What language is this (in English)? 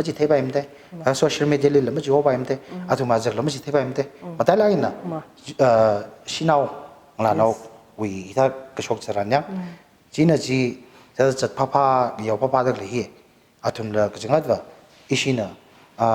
Tangkhul Naga (India)